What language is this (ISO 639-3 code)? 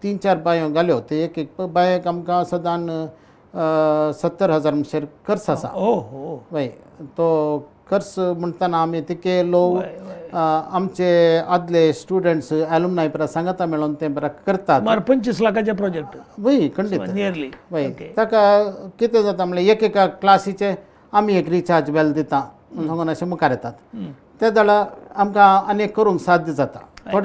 kok